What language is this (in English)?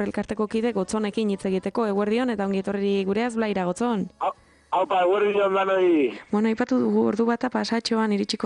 Basque